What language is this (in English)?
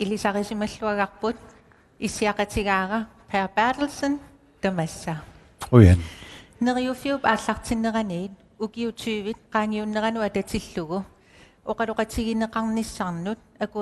Kalaallisut